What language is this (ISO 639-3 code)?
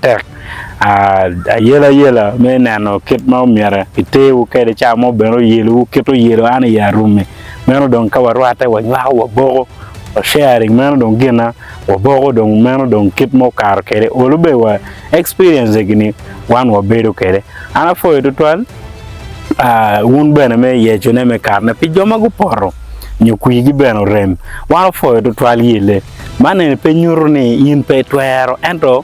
ach